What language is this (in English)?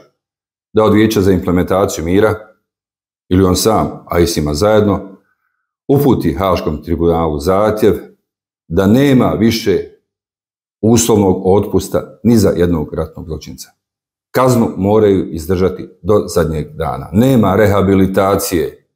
Bosnian